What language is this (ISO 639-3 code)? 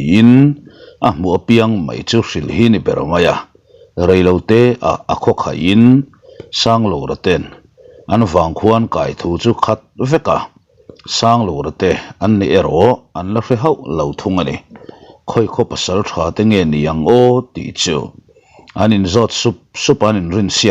lus